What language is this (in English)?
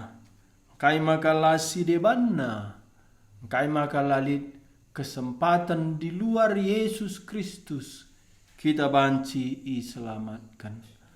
Batak Karo